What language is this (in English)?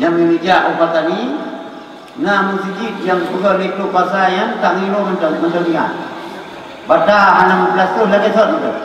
Achinese